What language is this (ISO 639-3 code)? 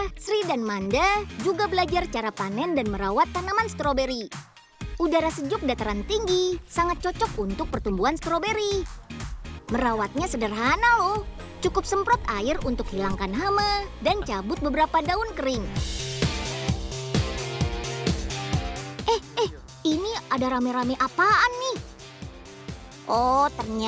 ind